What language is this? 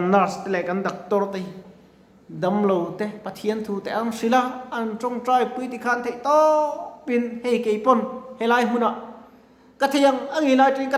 Mizo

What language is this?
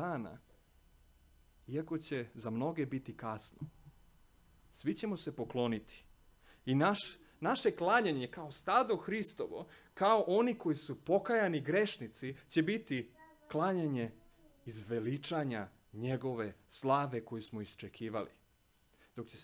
Serbian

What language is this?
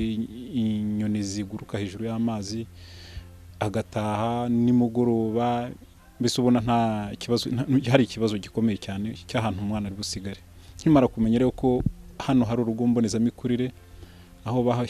Kinyarwanda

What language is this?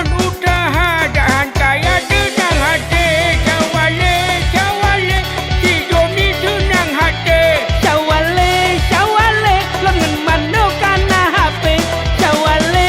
Achinese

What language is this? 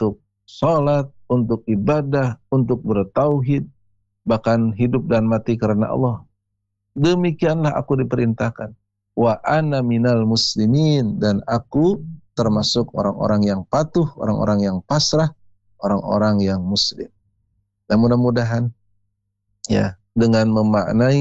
Indonesian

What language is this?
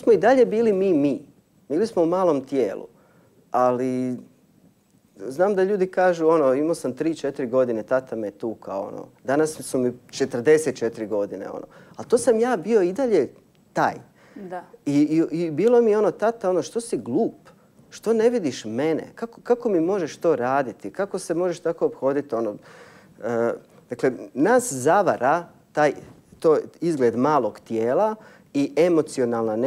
Croatian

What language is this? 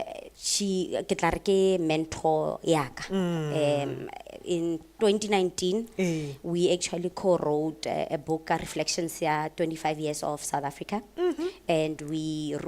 Tswana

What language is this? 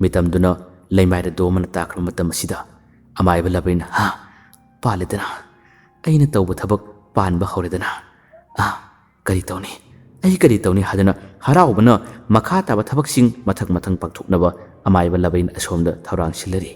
Manipuri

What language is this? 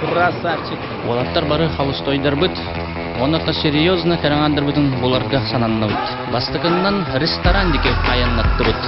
Yakut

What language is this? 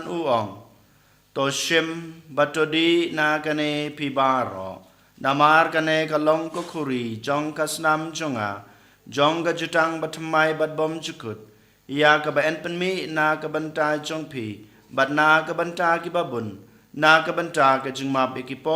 Khasi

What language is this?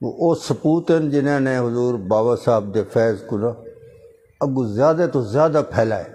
Saraiki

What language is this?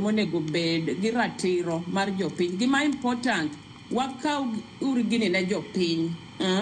Luo (Kenya and Tanzania)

